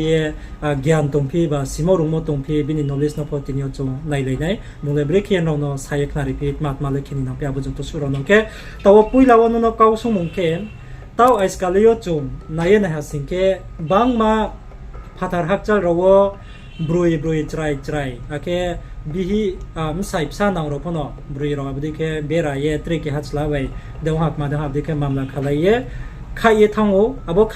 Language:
Riang (India)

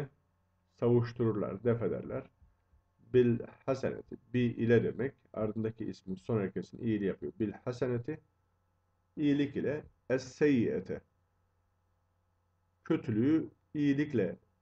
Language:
Turkish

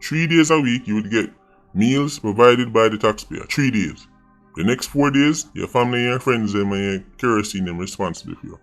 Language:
Jamaican Creole English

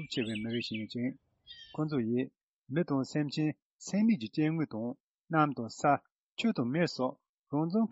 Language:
Tibetan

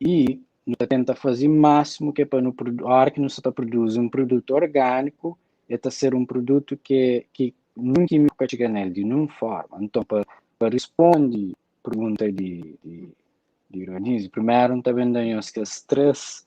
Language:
Kabuverdianu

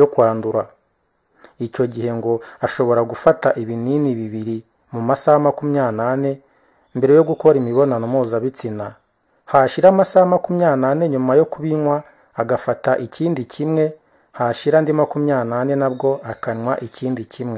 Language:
Kinyarwanda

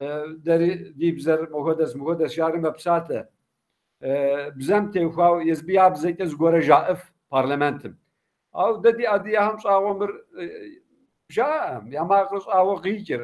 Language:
Kabardian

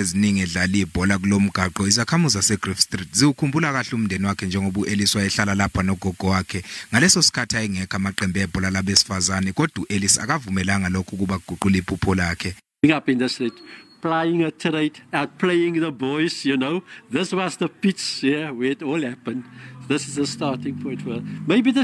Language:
Zulu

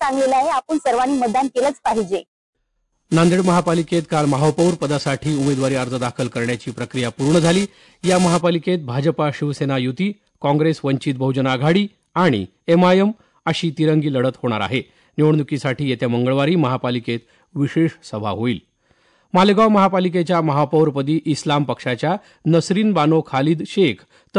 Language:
Marathi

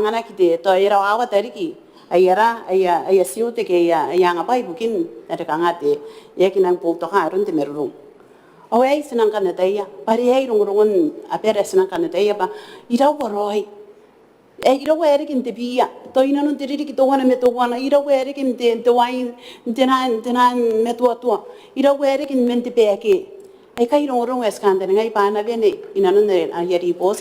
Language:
Gilbertese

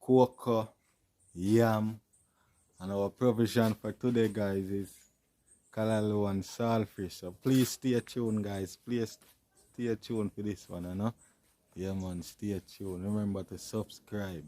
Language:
Jamaican Creole English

